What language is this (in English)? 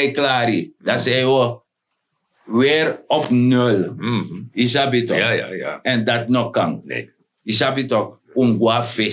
Sranan Tongo